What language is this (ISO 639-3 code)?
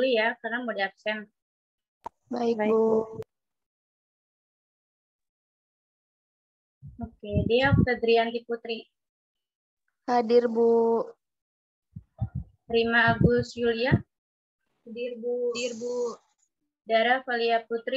ind